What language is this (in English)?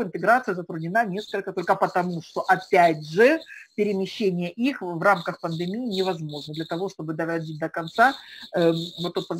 Russian